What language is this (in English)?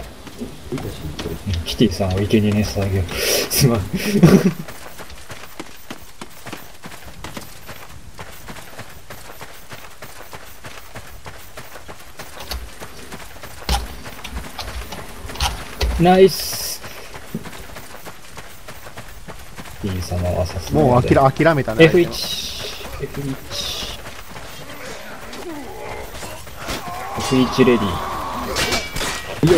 Japanese